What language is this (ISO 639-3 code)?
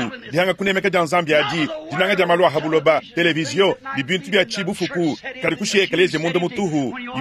lua